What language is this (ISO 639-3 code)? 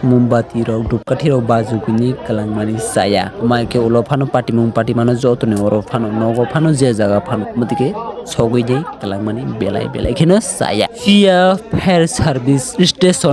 trp